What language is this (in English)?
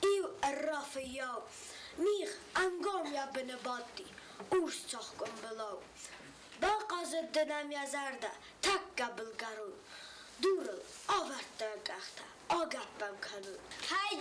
Ossetic